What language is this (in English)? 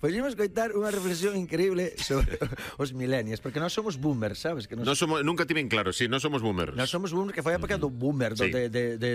Galician